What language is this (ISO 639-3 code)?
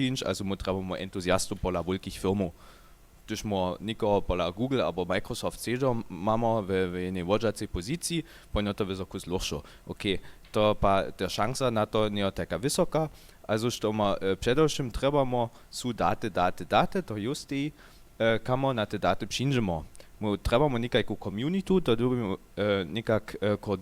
hsb